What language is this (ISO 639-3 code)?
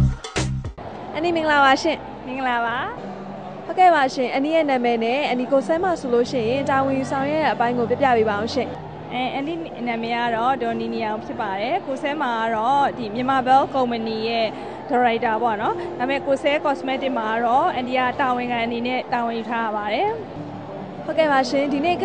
mya